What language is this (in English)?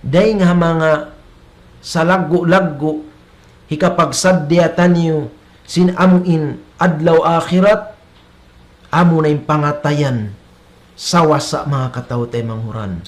Tausug